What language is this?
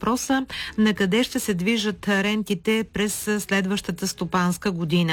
Bulgarian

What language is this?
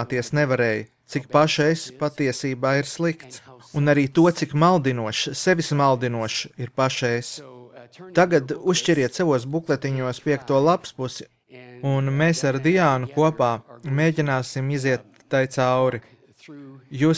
Latvian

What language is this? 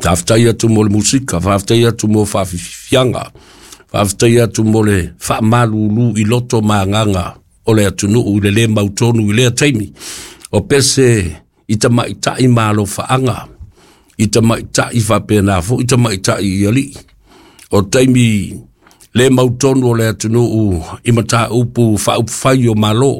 Samoan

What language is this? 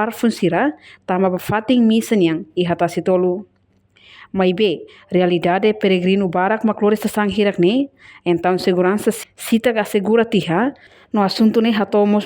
Tetum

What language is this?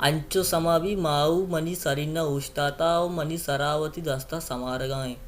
Baluchi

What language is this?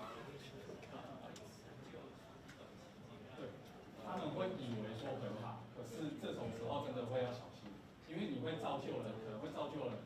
Chinese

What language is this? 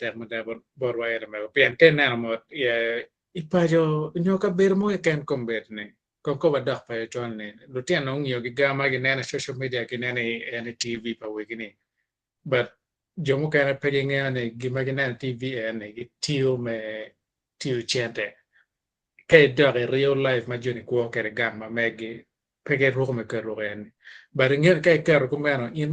Acoli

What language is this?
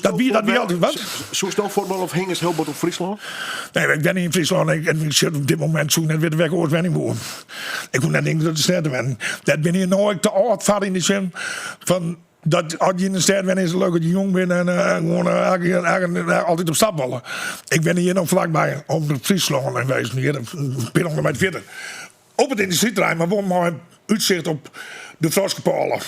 Western Frisian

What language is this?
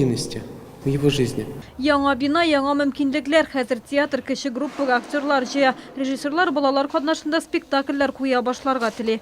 Tatar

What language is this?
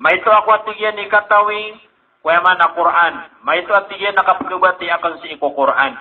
Maranao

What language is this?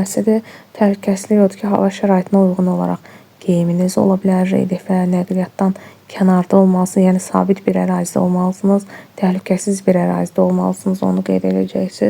Azerbaijani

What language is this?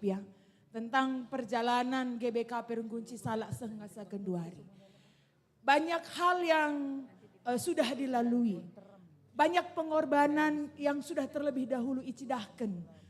Batak Karo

